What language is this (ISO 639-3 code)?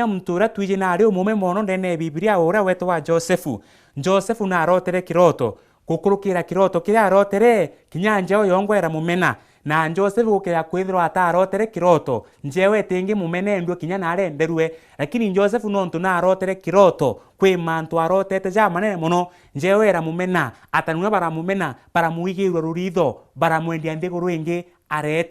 mer